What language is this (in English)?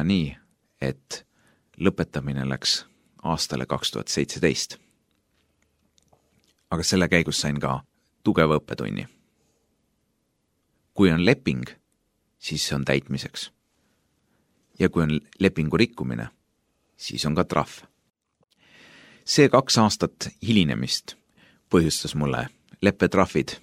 Estonian